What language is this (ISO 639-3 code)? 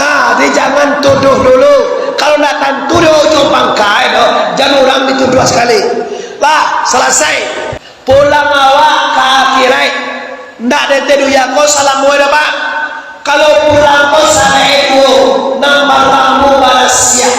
min